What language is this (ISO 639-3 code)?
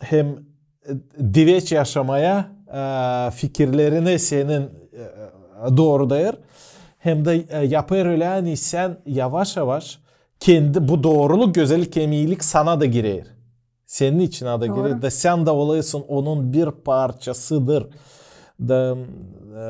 gag